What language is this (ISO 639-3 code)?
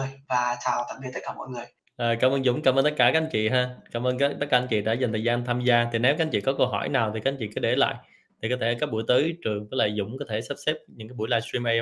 vie